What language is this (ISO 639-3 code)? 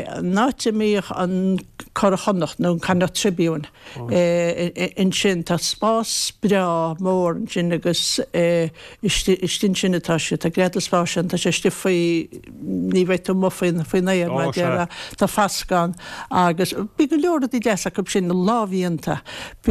gle